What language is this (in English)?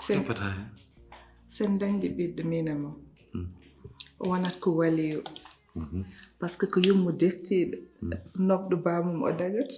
Fula